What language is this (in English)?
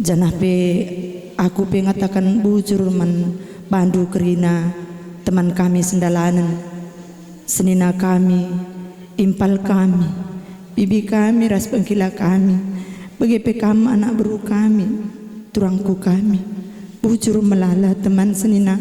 Batak Karo